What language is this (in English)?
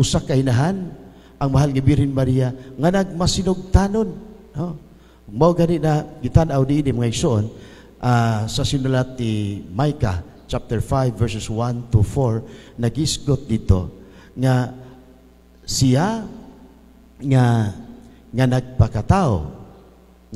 Cebuano